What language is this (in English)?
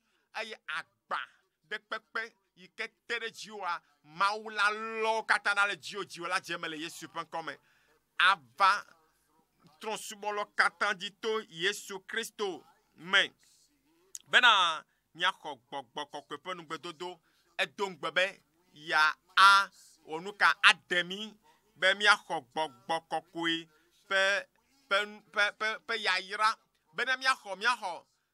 Ewe